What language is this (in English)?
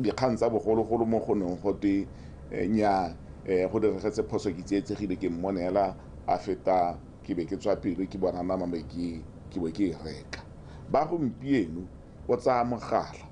Tswana